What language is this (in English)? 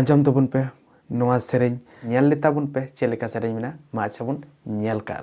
Santali